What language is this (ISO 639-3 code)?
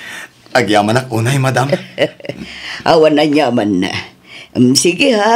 ilo